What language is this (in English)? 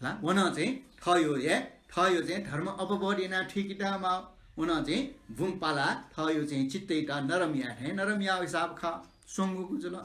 Newari